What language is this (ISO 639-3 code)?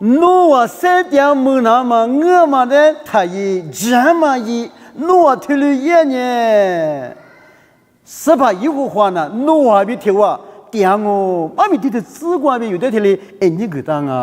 lis